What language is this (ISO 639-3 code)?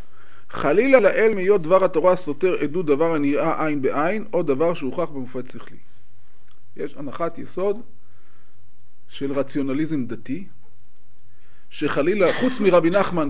heb